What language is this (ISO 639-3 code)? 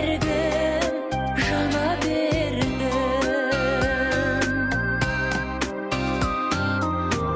kaz